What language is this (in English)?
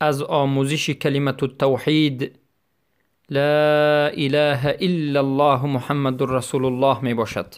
Persian